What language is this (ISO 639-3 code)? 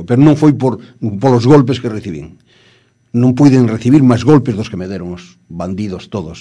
glg